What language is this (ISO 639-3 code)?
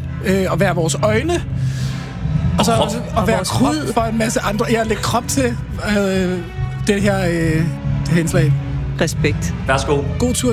dan